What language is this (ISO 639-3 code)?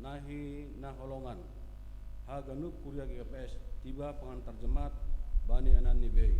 bts